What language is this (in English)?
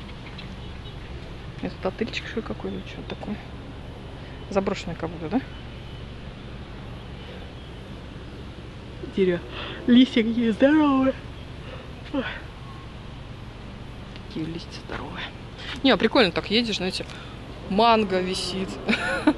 Russian